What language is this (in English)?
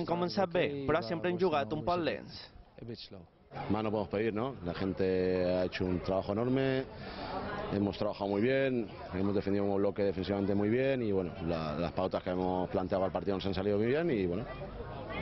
Catalan